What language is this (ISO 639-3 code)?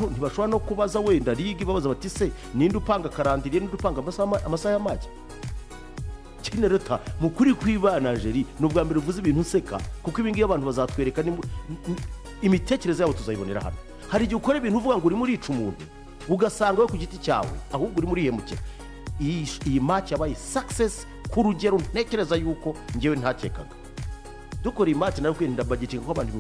kin